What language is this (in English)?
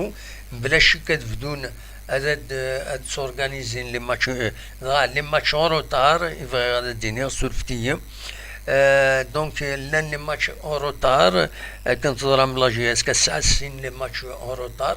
Kabyle